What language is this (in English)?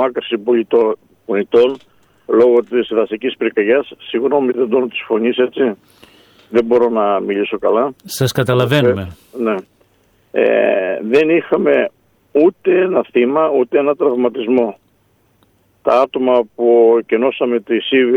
Greek